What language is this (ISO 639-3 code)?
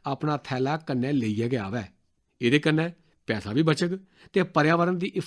doi